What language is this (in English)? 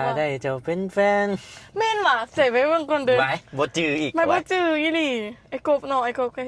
Lao